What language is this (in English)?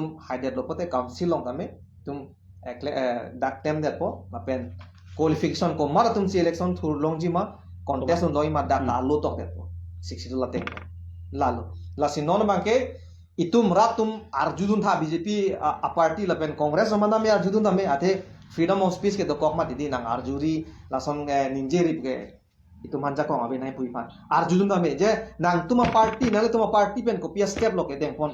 Karbi